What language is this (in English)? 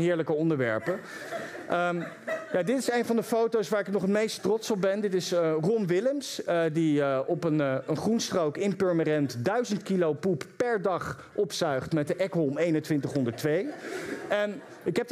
Dutch